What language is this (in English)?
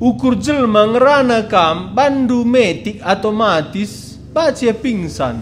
Batak Karo